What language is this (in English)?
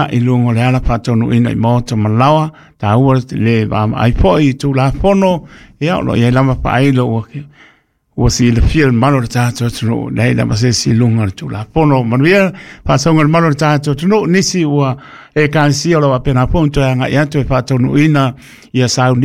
Samoan